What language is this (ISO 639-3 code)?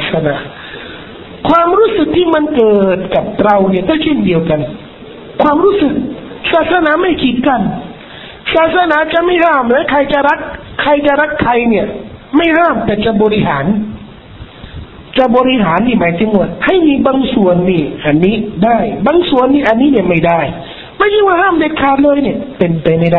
tha